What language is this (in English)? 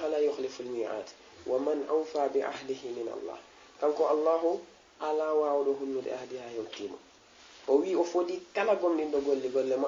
Fula